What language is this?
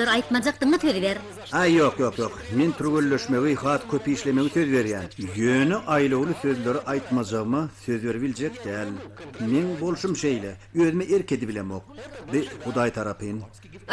Turkmen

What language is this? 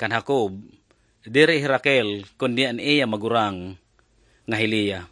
Waray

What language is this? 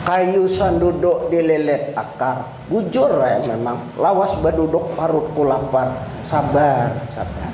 Banjar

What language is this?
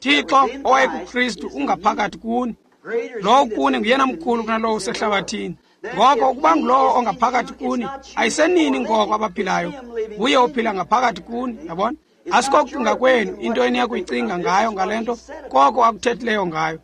Xhosa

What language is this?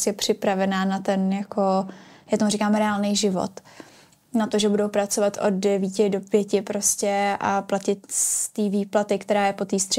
Czech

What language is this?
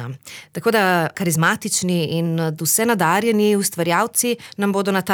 Slovenian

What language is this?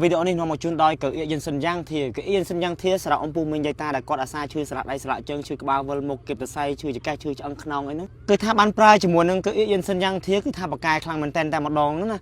Khmer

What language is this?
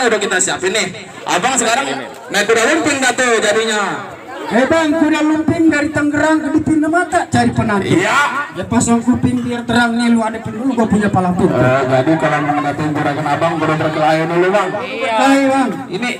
Betawi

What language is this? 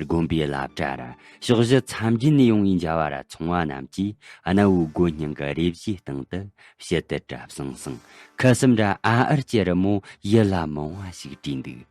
Tibetan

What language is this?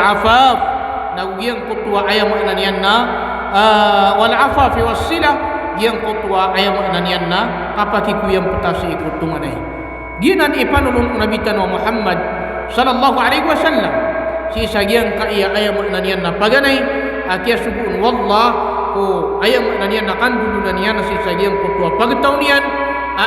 Maranao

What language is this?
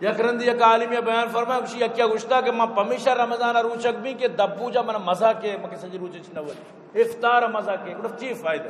Eastern Balochi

